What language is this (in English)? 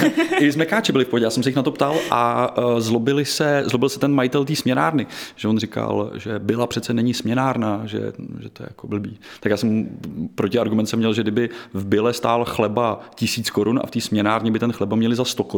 Czech